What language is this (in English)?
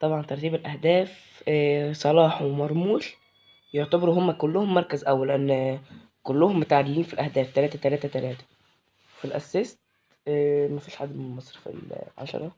Egyptian Arabic